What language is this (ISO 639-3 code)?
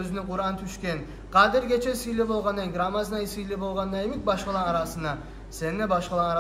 kum